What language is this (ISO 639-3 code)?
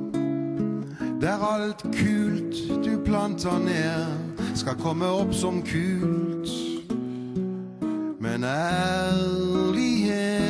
nor